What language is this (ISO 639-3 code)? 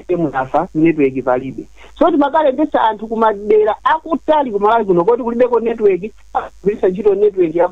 nya